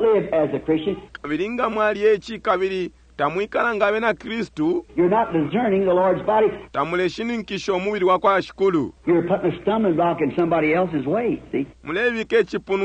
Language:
Bemba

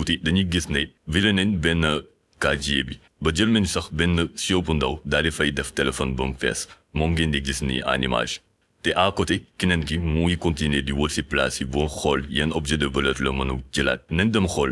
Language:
Wolof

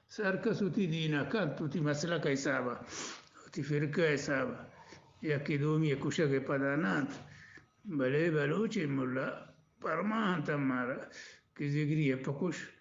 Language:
Eastern Balochi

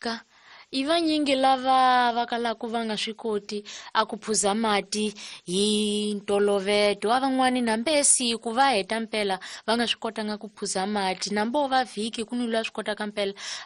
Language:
Tsonga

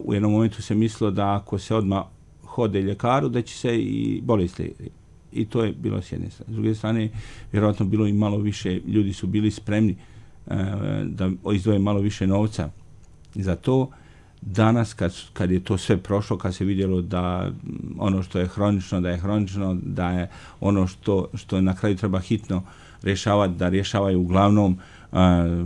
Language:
Serbian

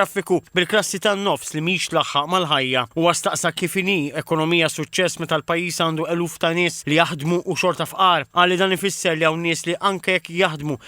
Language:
Maltese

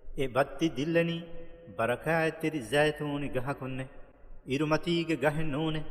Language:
Divehi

